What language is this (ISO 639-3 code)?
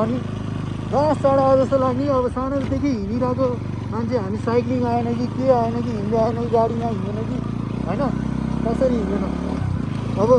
nep